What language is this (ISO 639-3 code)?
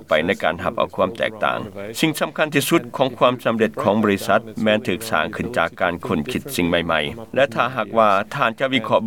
lao